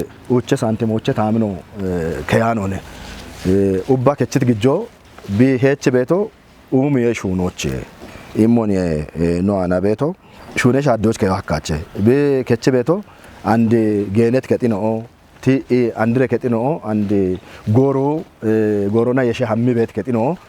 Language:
Kafa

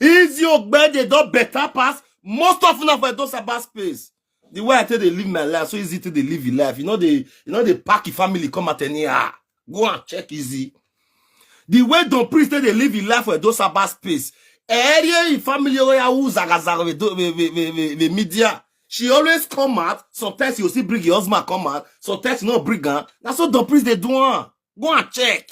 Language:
Nigerian Pidgin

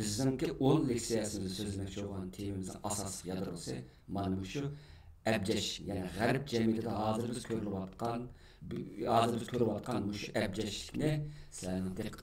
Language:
Uyghur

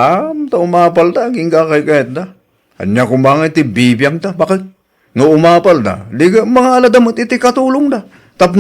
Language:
Iloko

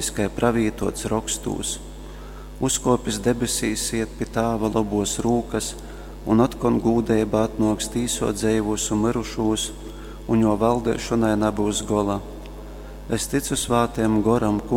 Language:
Latgalian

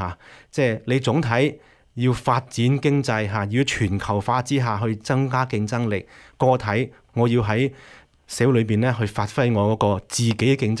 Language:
Cantonese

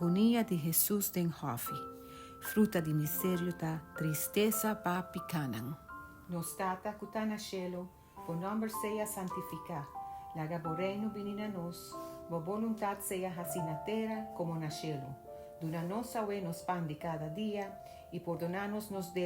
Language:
Papiamento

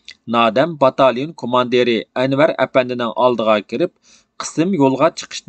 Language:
Uyghur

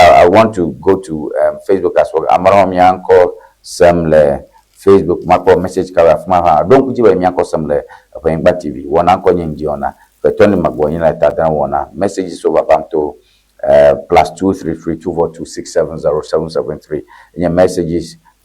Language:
Ewe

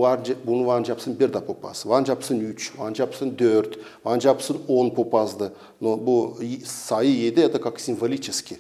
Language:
Gagauz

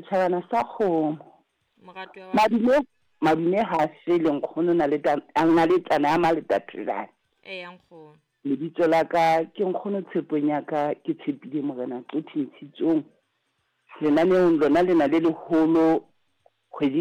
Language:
Southern Sotho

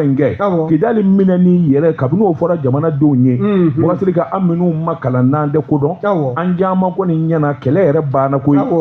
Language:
Bambara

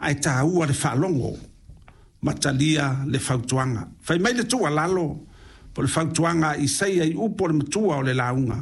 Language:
Samoan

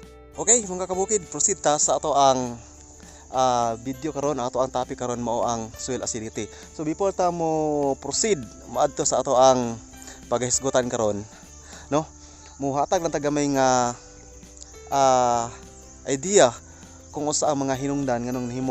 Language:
Cebuano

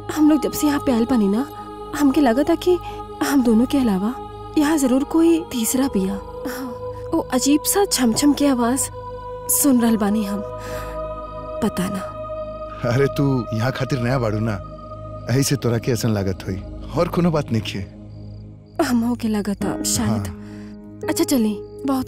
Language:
Bhojpuri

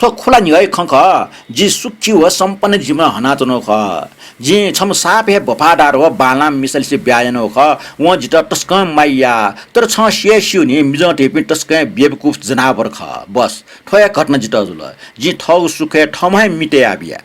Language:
Newari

